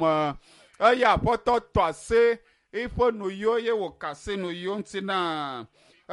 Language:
Ewe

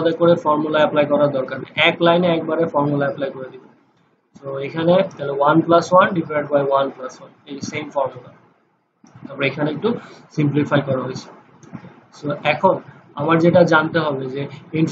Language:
Bangla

